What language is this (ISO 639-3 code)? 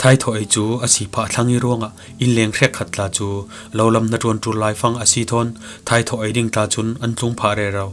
cfm